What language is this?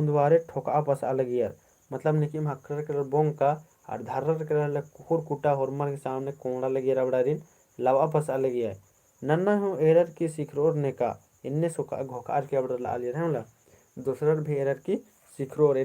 Kurukh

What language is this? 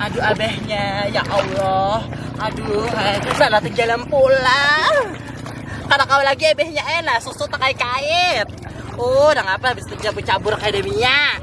Banjar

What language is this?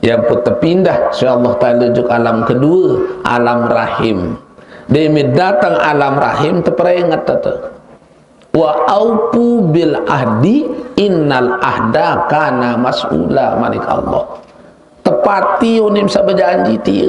Sasak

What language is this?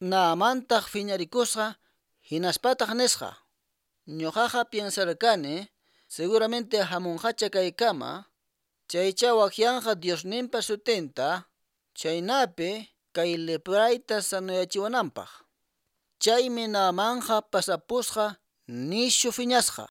Quechua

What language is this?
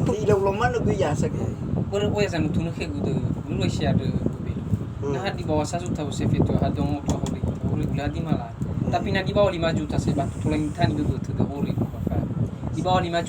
Nias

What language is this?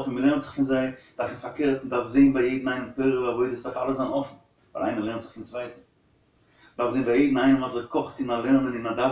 Yiddish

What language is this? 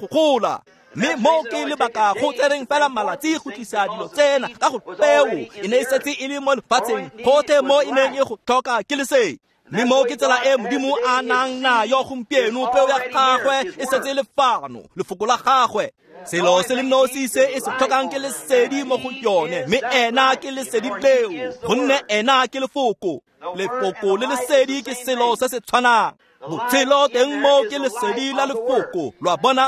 Tswana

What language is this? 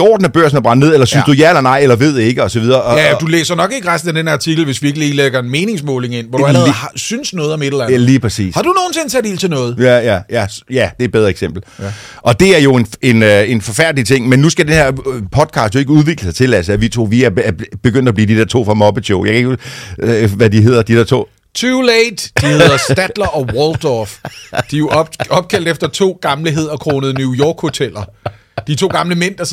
Danish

